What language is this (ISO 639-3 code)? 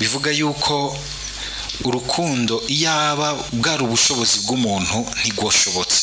run